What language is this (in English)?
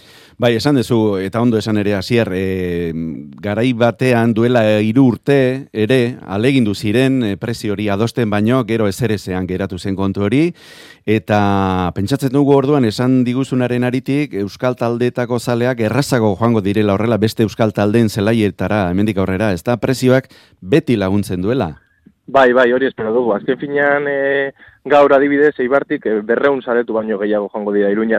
Basque